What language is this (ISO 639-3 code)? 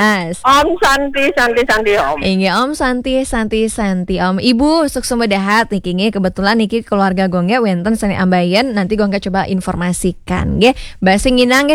ban